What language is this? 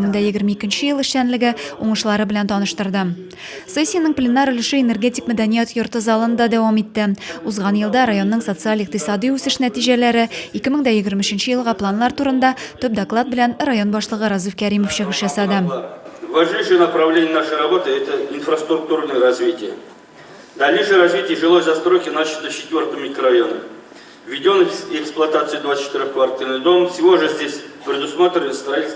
Tatar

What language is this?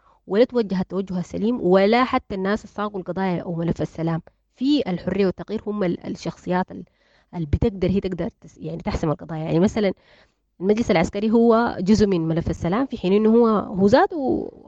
Sudanese Arabic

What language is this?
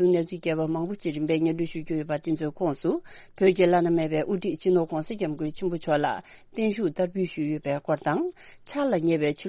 Tibetan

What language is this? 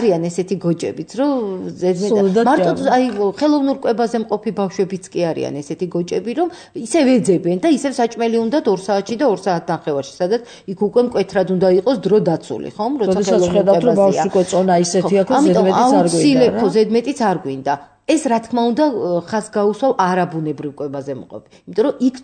Georgian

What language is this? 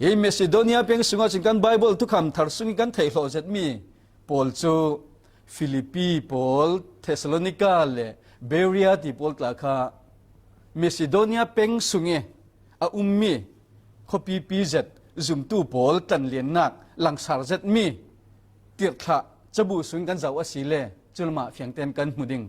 Falam Chin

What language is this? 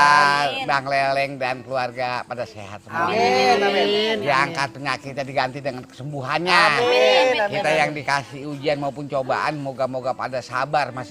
Betawi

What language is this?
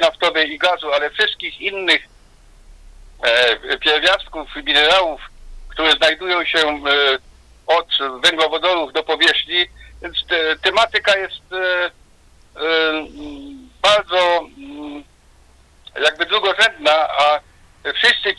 Polish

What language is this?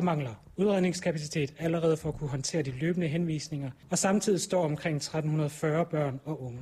Danish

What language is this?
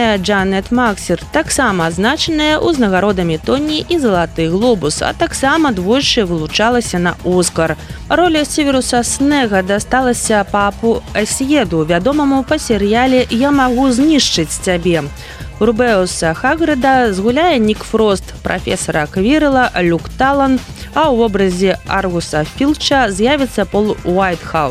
Belarusian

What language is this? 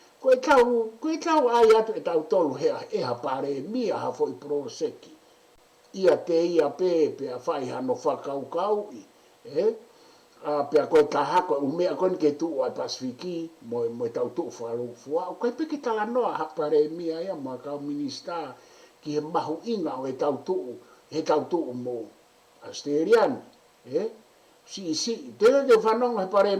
Tongan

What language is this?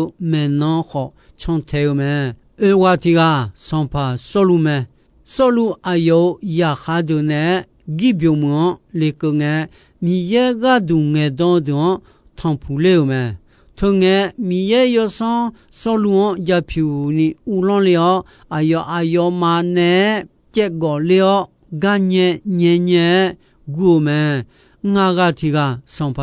Akha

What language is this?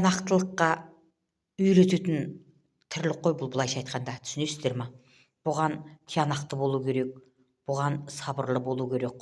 Kazakh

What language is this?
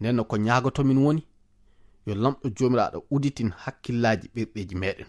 Fula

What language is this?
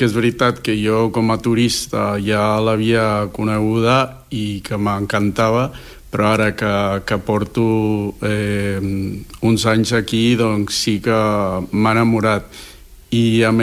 Catalan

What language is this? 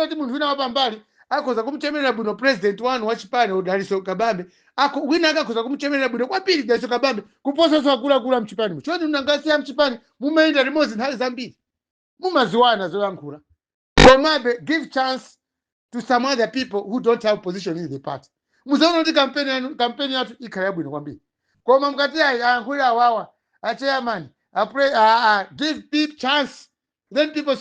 Nyanja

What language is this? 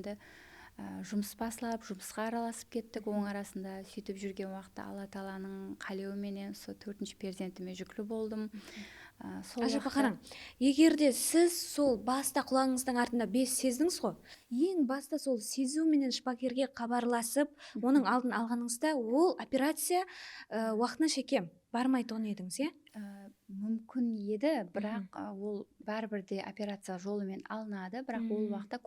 Kara-Kalpak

